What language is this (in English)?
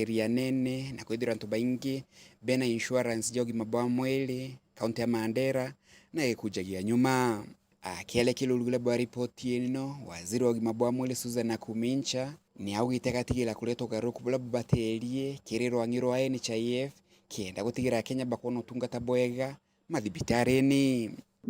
Meru